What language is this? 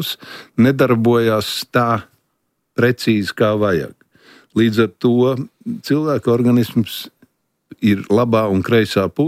Latvian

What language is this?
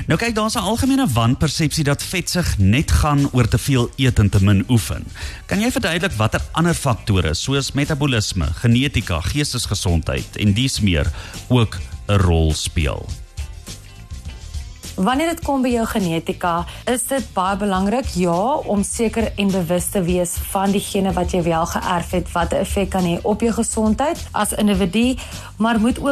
Afrikaans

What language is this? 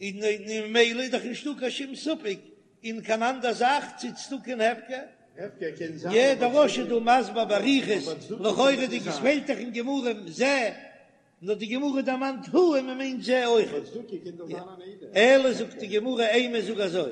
Yiddish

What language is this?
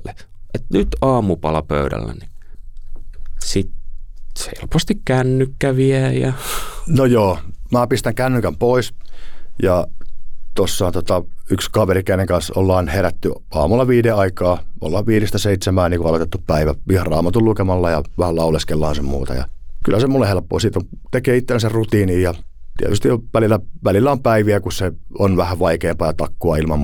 Finnish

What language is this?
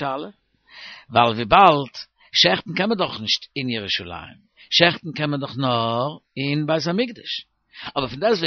Yiddish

